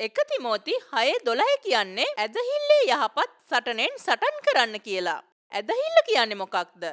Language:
Sinhala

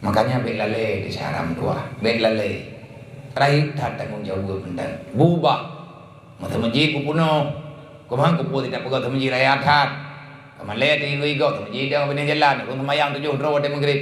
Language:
Achinese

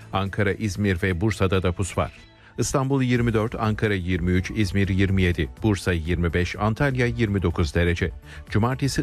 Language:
Turkish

